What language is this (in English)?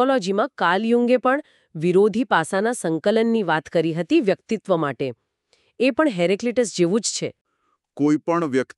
Gujarati